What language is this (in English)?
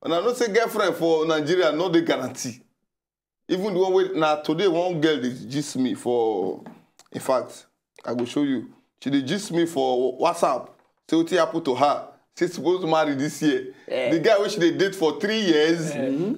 Nigerian Pidgin